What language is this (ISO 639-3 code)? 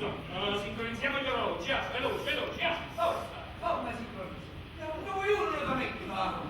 nap